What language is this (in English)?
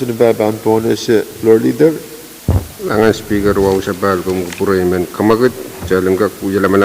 Pohnpeian